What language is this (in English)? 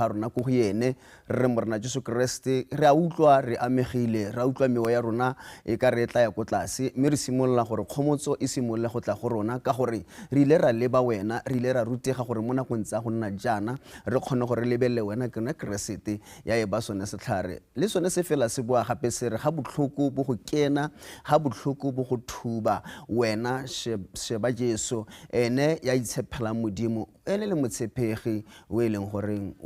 Tswana